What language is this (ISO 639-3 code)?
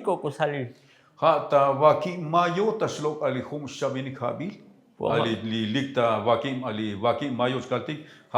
tzo